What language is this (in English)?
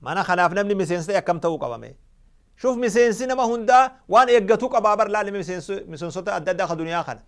Oromo